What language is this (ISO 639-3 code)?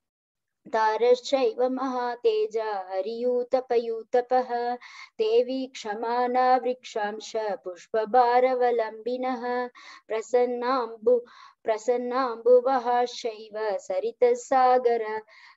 san